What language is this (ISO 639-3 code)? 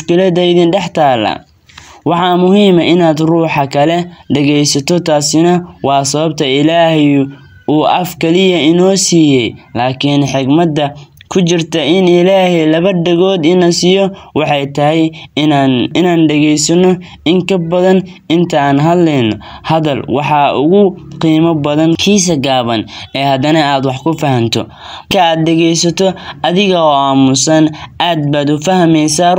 som